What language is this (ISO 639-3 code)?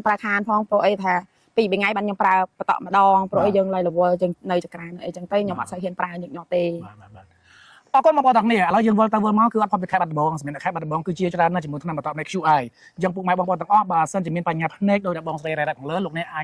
khm